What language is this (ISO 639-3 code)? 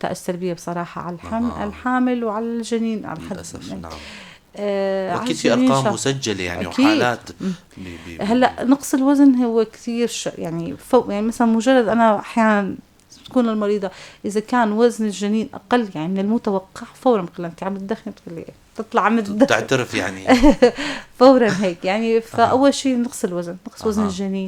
apc